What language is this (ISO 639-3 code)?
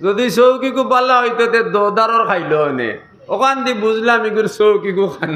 syl